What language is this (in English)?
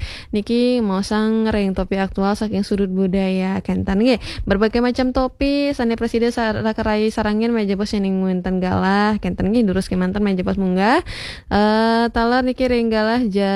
Balinese